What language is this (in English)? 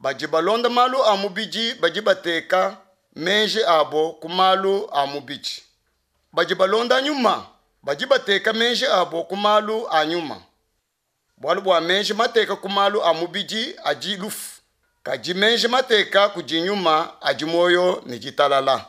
Luba-Lulua